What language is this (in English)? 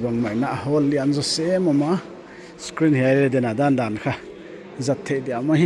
Paite Chin